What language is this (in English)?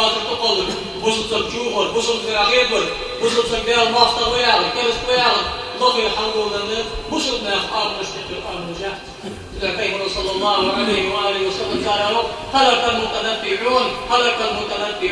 Ingush